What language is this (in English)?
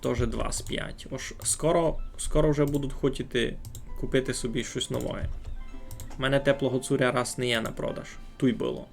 Rusyn